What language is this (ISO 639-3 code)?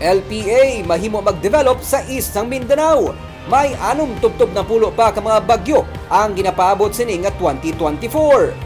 hil